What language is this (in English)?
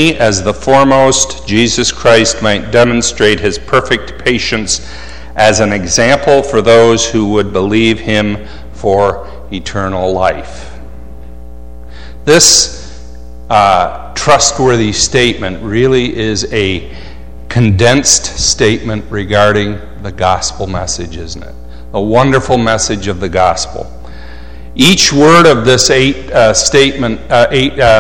English